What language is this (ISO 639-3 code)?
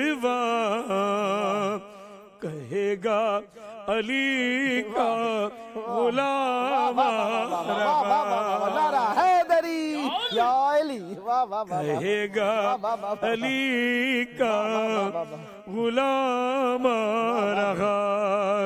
urd